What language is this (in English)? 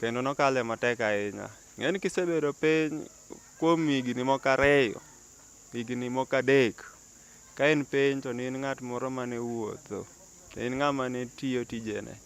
Luo (Kenya and Tanzania)